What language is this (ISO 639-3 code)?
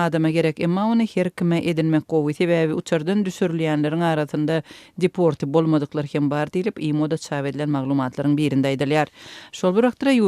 tuk